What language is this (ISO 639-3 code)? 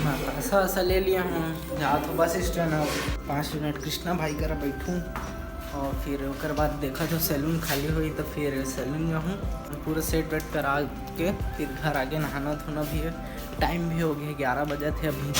hne